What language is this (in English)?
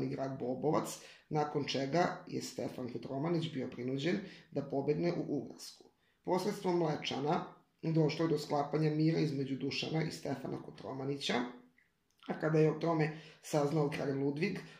Serbian